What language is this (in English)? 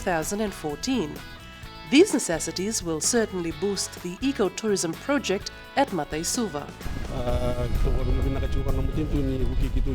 Fijian